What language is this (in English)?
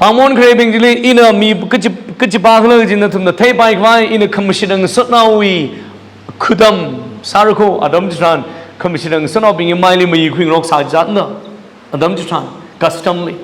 Tangkhul Naga (India)